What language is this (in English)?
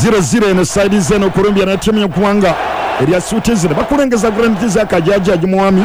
Ganda